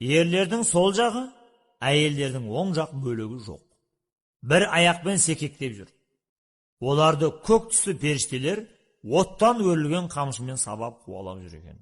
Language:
Kazakh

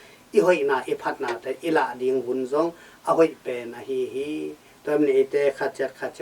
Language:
Tedim Chin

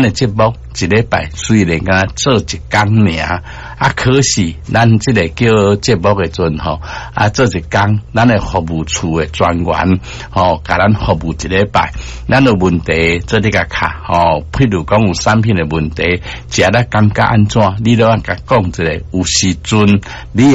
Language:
Min Nan Chinese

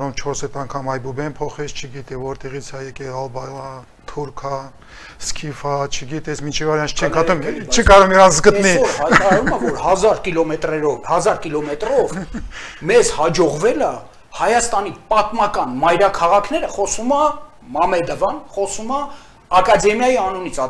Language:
Armenian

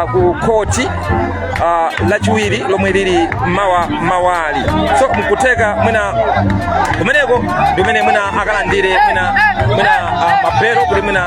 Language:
Nyanja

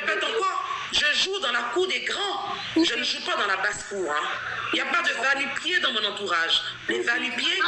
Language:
French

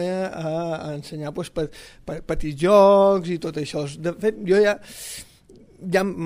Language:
Catalan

